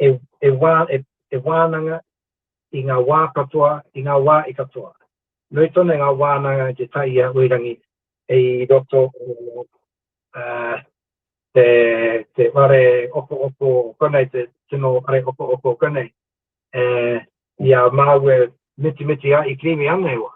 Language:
Māori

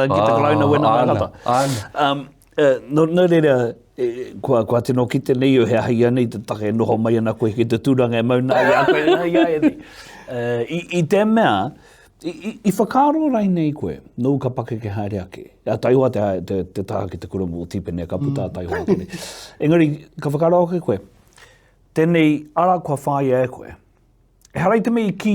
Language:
Māori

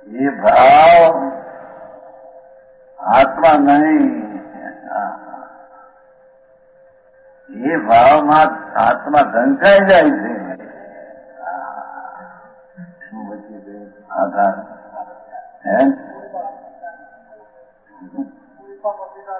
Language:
Gujarati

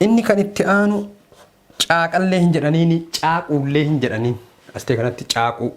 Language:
Oromo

